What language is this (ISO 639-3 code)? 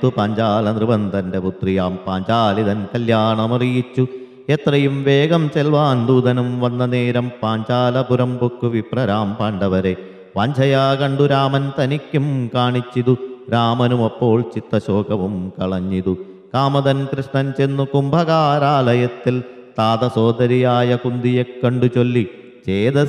mal